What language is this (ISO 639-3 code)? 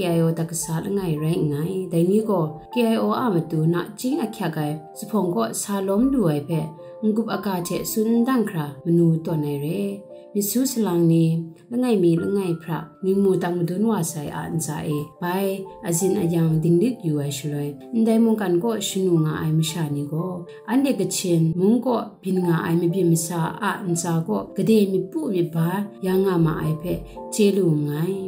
kac